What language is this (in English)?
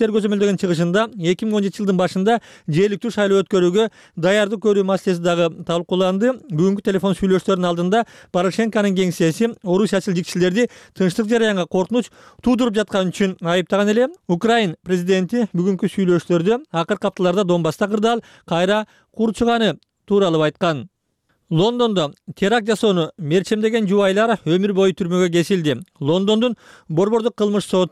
Kyrgyz